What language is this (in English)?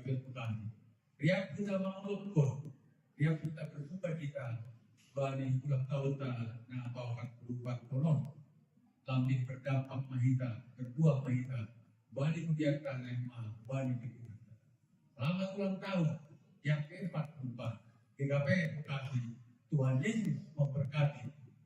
Batak Simalungun